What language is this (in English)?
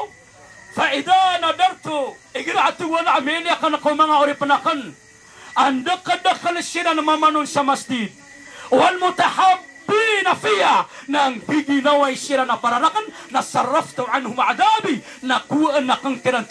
Maranao